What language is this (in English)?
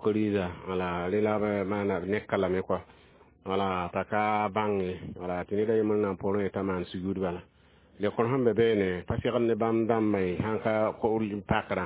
Mossi